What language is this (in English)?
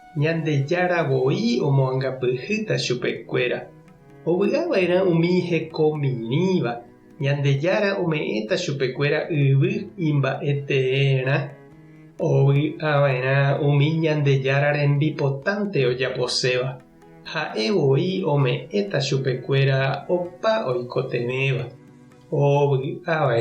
Guarani